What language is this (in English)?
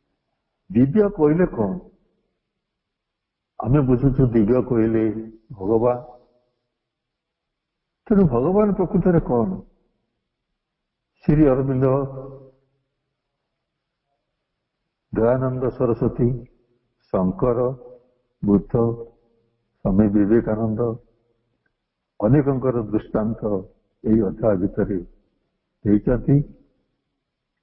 Odia